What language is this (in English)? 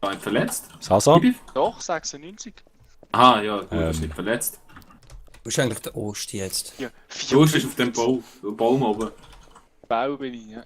Swiss German